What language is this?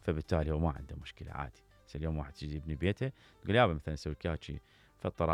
Mesopotamian Arabic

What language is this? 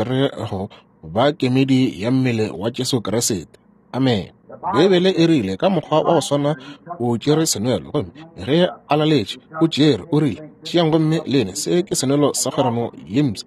Northern Sotho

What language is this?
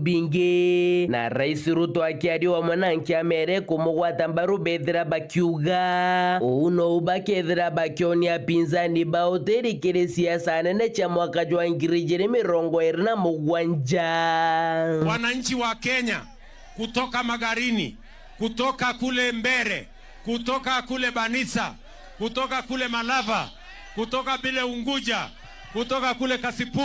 Meru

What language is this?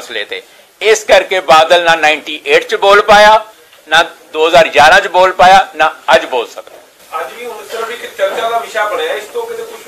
Punjabi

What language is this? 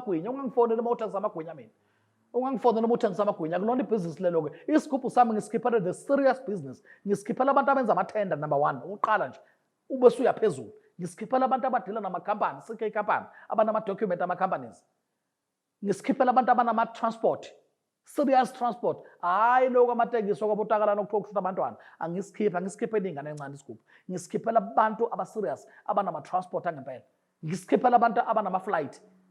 Zulu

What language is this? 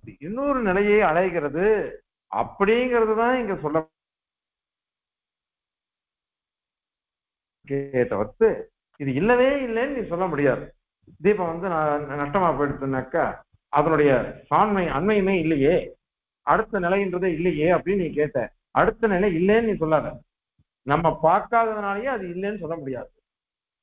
Tamil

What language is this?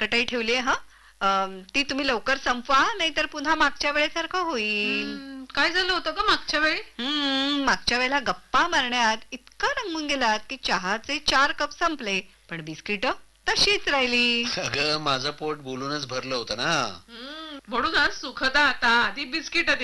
Marathi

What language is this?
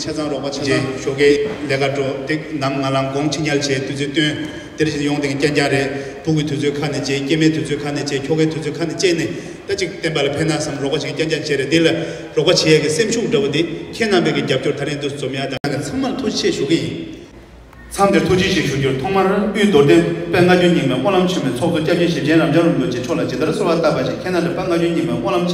Tibetan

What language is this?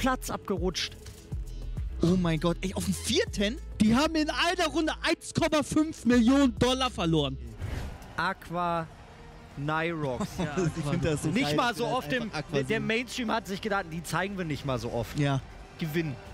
German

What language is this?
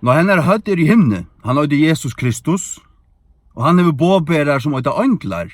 Faroese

